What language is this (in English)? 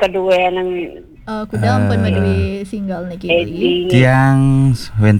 Balinese